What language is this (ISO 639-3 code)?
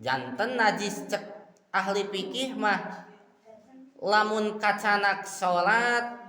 sun